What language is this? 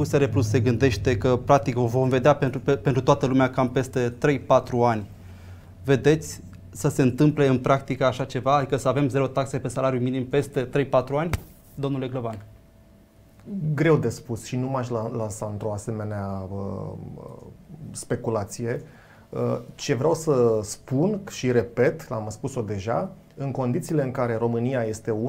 Romanian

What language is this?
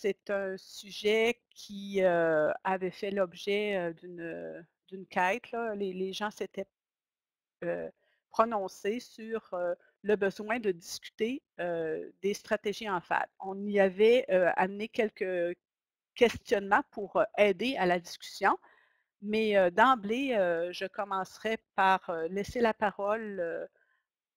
French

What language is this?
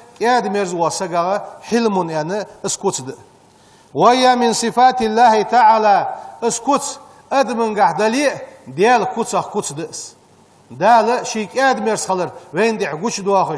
Ingush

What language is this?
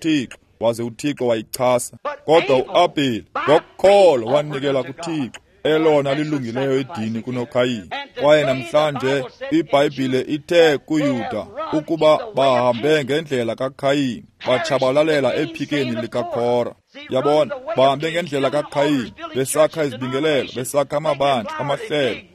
Xhosa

